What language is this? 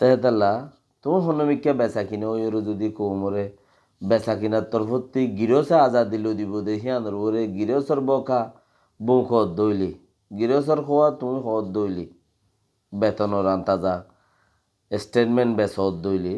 Rohingya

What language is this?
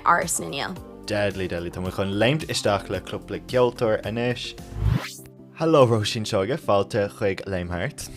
Irish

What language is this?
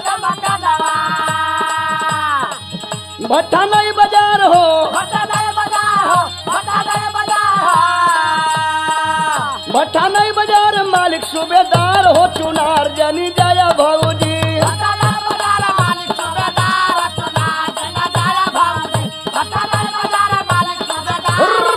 Bhojpuri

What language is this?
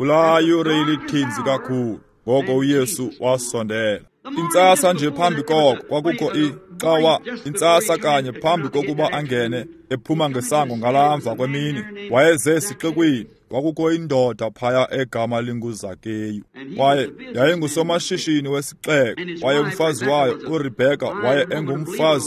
Xhosa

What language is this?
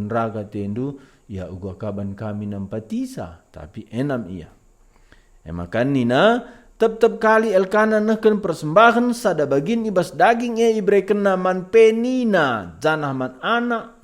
Batak Karo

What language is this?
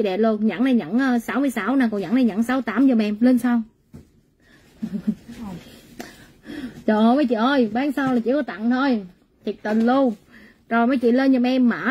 Vietnamese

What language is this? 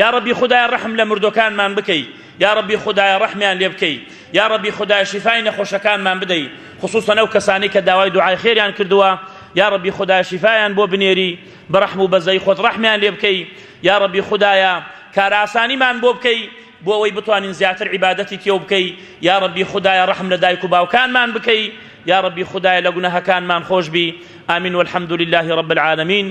Central Kurdish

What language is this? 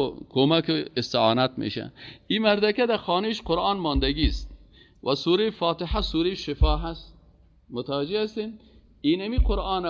Persian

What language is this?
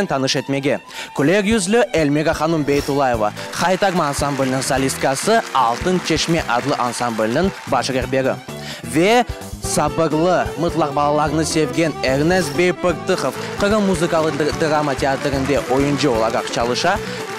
Crimean Tatar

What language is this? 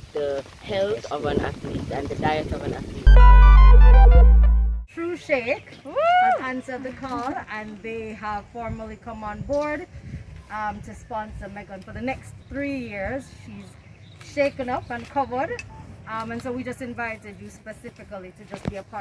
English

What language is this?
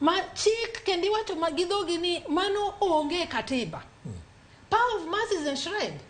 Luo (Kenya and Tanzania)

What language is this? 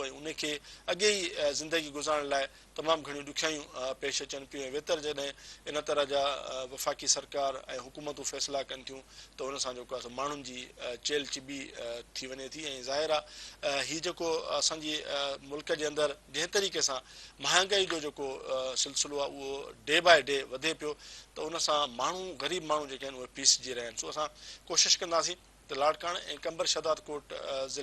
Sindhi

